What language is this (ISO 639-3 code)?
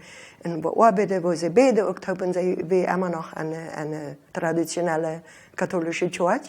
pdt